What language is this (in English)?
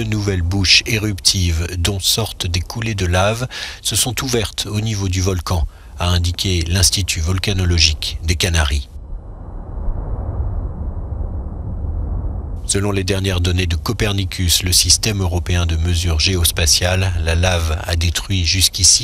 French